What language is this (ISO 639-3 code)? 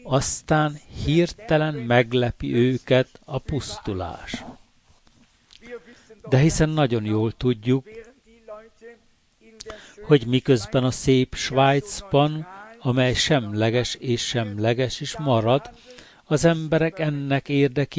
hun